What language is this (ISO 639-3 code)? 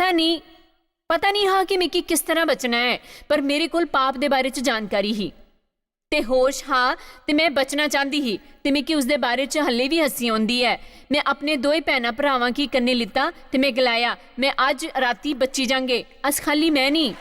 doi